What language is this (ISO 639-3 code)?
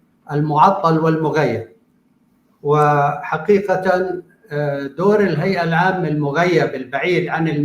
apc